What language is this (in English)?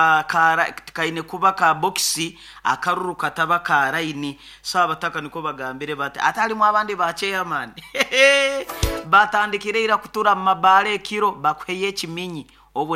Nyoro